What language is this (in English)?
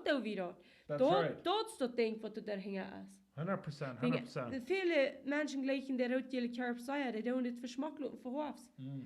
Plautdietsch